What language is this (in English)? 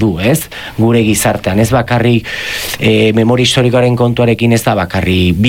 Basque